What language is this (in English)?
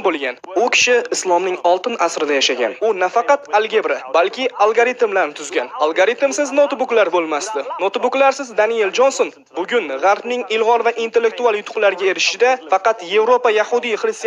Uzbek